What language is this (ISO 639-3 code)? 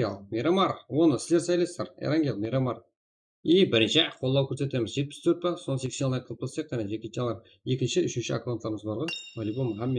kaa